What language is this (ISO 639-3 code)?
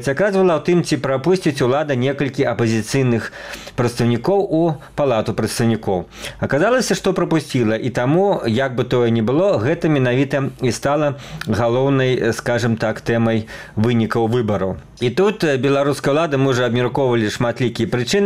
bel